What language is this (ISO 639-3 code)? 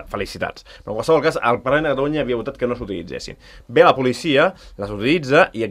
cat